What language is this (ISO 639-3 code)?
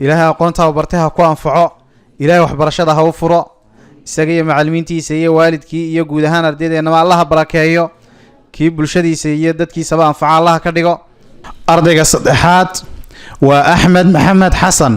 som